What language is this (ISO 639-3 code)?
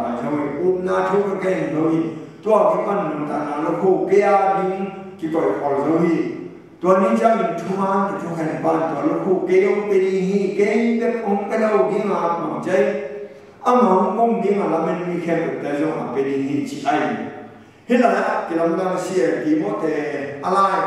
ctd